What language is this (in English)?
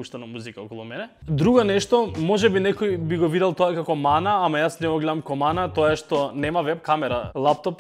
Macedonian